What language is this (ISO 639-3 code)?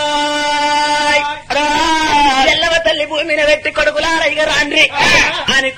tel